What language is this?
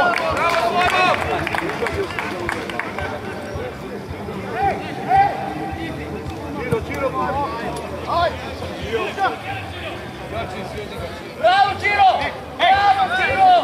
Croatian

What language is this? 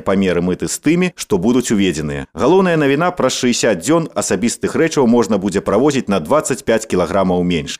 Belarusian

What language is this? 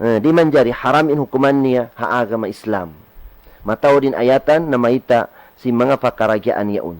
Tausug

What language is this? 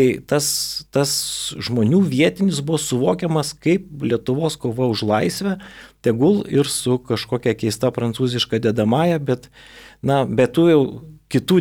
Lithuanian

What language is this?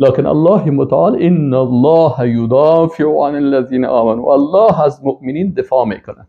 Persian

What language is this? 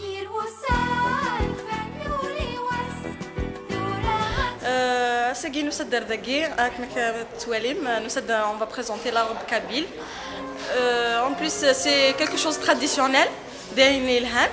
Kabyle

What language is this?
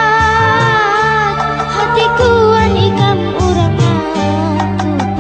Banjar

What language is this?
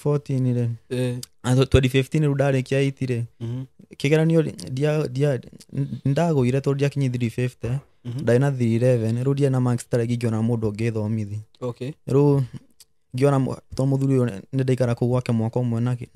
Kikuyu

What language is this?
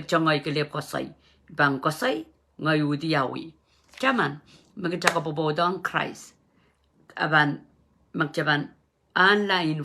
Pohnpeian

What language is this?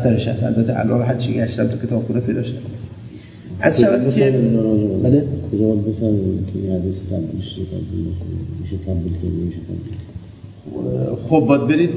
Persian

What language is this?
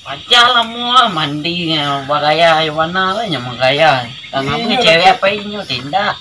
Minangkabau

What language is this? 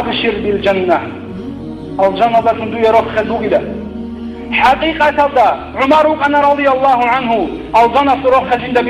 Avaric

